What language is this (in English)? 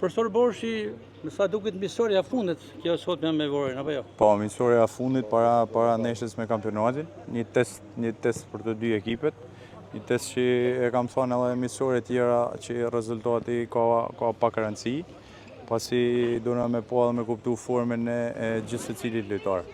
Albanian